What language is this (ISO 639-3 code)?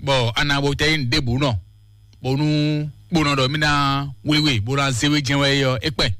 fon